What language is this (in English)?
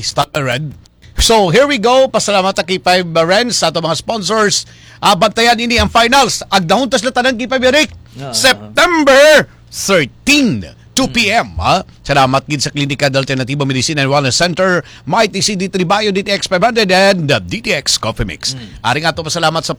Hiligaynon